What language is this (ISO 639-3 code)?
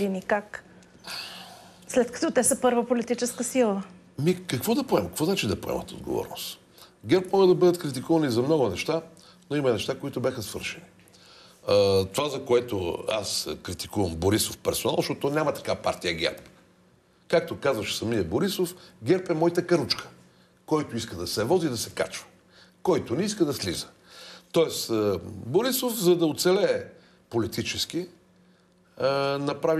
bul